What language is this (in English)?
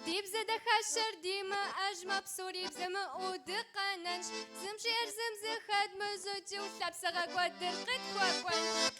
Kabardian